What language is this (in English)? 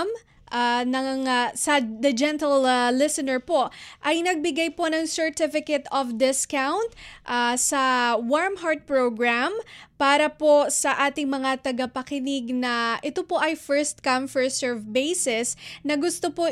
Filipino